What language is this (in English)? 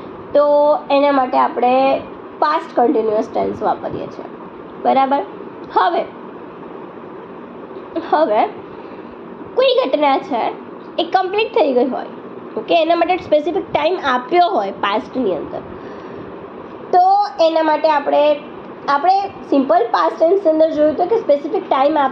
Gujarati